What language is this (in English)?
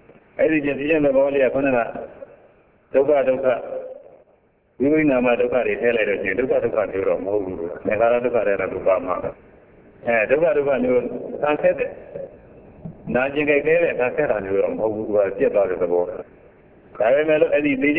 Burmese